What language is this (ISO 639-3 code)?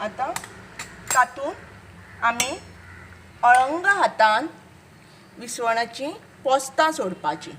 kok